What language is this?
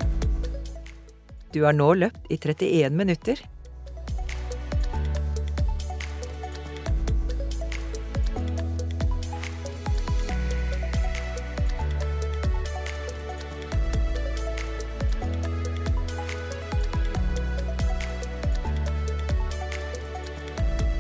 Norwegian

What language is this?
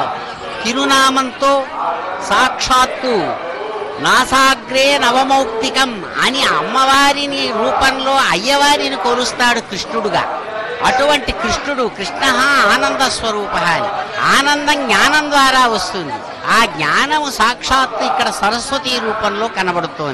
Telugu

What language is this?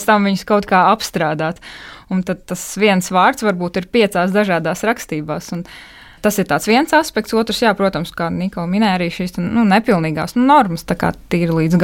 Latvian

